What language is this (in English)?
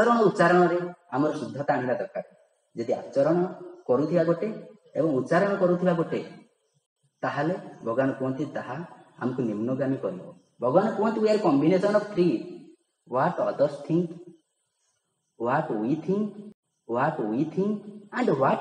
Odia